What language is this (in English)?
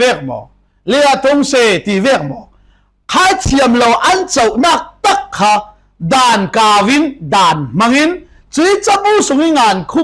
Falam Chin